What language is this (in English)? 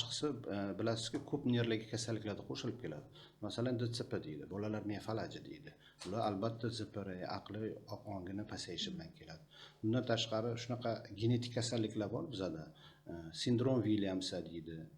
Uzbek